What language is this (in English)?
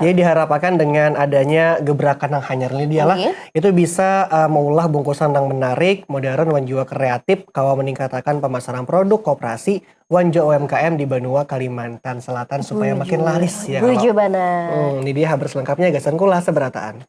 Banjar